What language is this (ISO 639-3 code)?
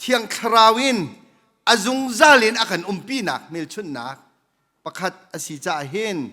cnh